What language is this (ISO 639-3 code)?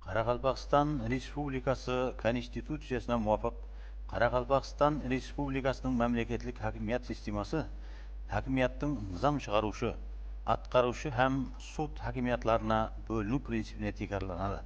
kaa